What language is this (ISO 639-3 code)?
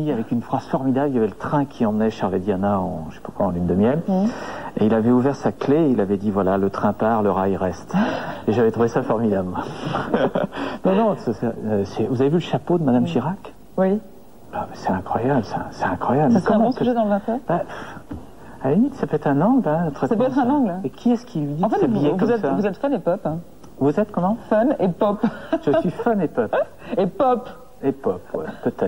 fra